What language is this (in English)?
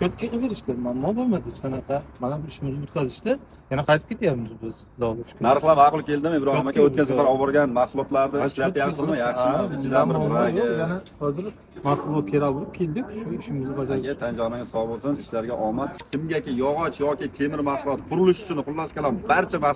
Uzbek